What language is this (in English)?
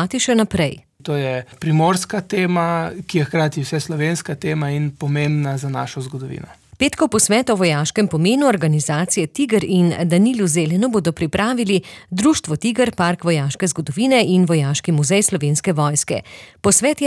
Slovenian